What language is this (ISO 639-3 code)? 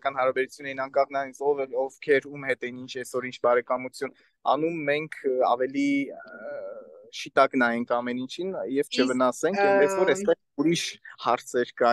hye